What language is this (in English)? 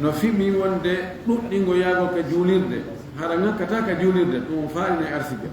Fula